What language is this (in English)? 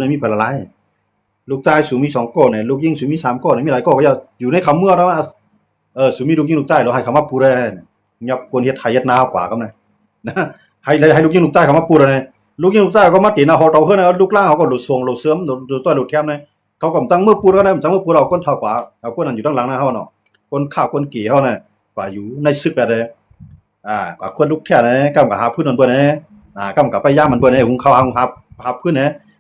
Shan